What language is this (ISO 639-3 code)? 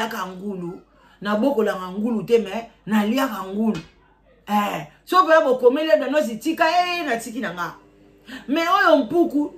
lin